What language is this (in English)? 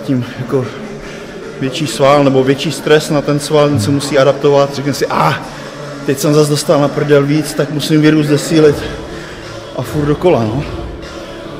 Czech